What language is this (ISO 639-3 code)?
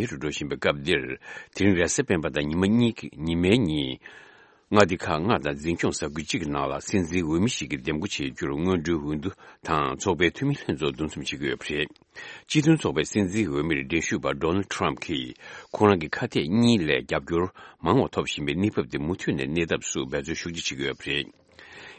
bod